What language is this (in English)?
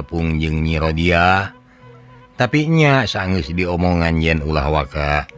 Sundanese